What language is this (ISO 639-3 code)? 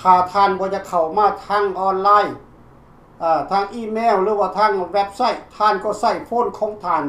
lao